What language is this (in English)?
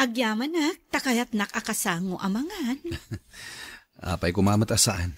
Iloko